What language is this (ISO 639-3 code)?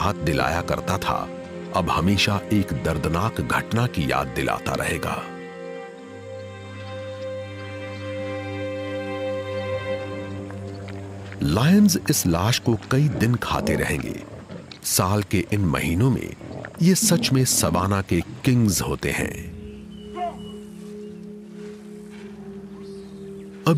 hin